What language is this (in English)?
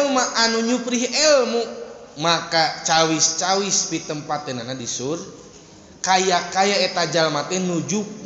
Sundanese